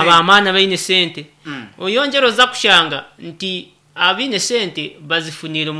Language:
Nyankole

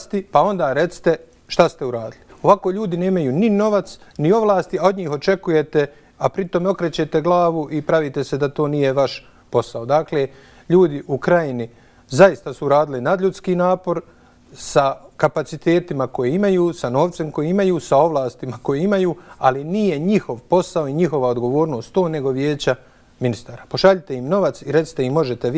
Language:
Bosnian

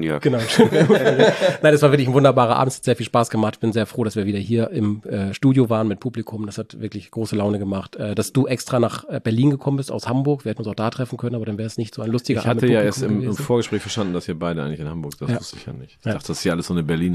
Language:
German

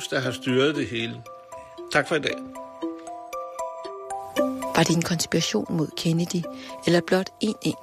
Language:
Danish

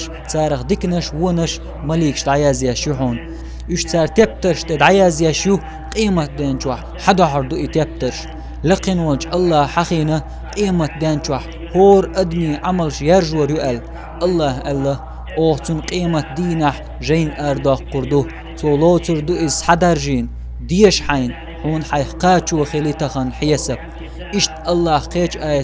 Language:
Chechen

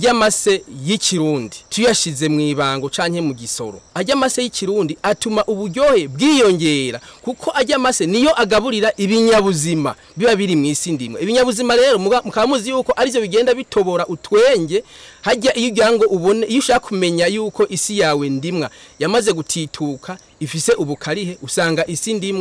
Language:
Rundi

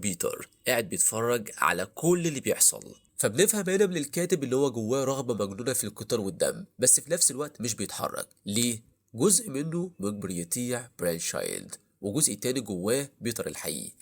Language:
Egyptian Arabic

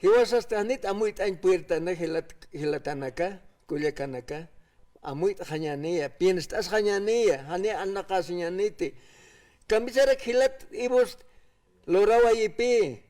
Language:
Aymara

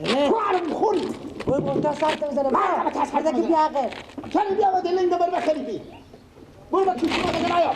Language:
Persian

